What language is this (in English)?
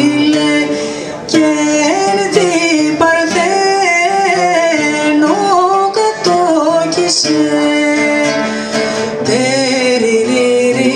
Greek